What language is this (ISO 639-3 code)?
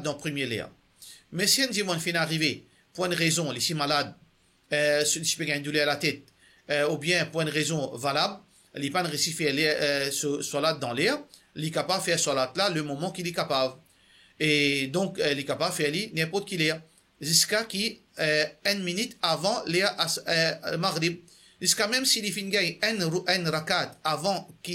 mfe